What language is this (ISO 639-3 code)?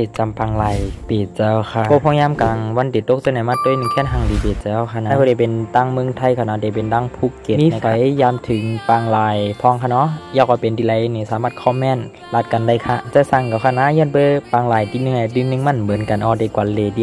shn